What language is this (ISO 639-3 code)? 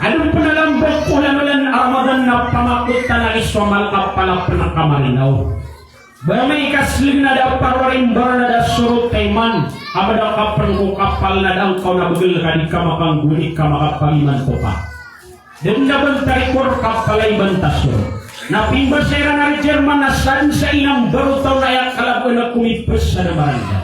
mrw